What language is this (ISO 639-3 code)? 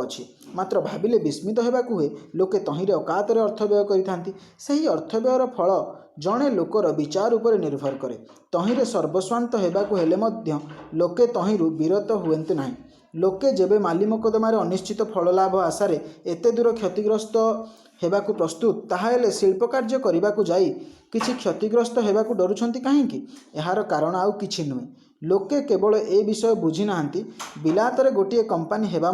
ori